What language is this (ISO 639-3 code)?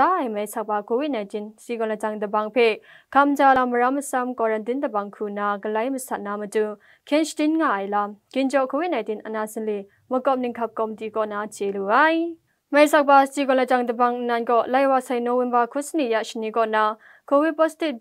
kac